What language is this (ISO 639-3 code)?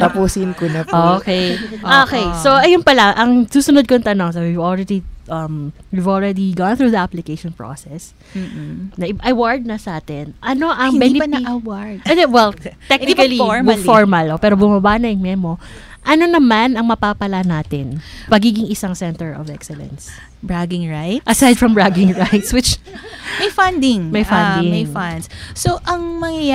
fil